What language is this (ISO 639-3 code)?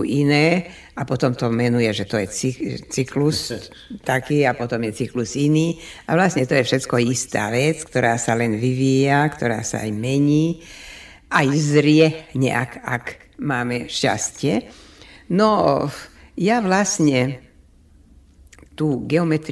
slk